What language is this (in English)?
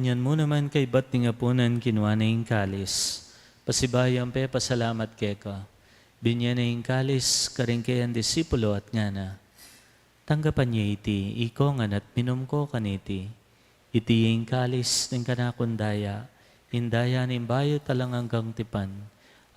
Pampanga